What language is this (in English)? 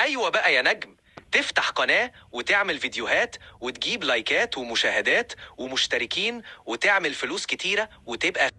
Egyptian Arabic